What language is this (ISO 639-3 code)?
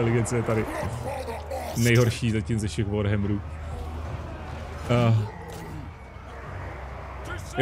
ces